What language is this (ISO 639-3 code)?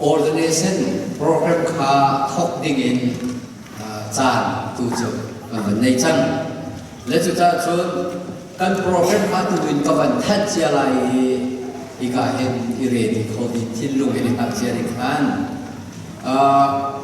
cfm